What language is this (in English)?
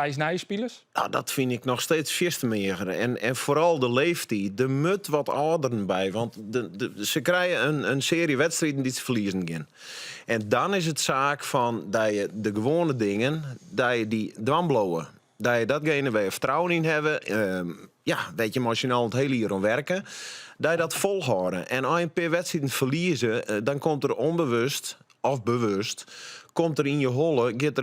Western Frisian